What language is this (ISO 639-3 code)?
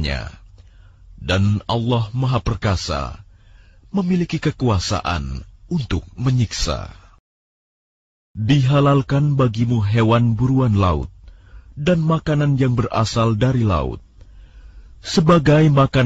ind